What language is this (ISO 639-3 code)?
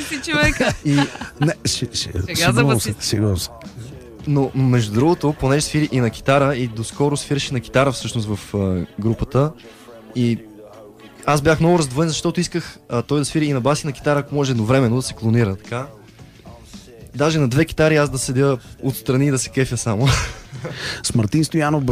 bul